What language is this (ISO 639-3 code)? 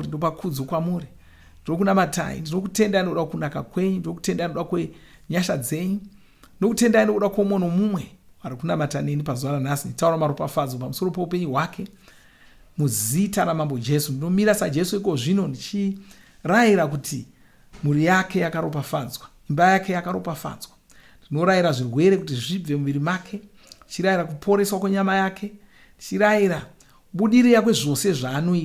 sna